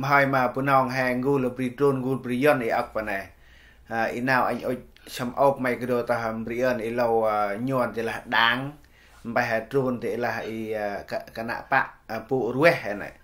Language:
Central Mnong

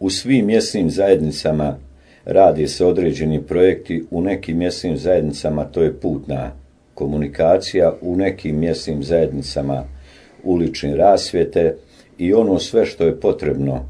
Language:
Bosnian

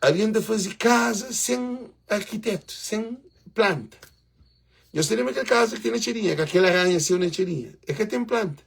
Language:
Kabuverdianu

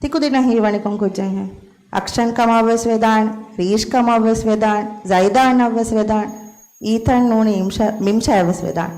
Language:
Divehi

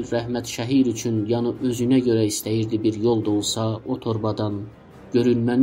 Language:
South Azerbaijani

